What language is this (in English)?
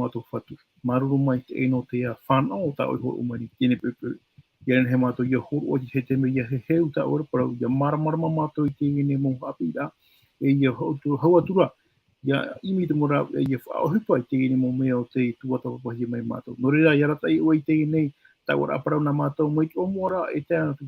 Tahitian